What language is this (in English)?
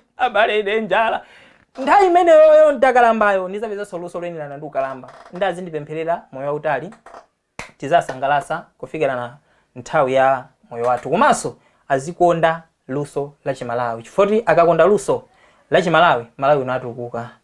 Nyanja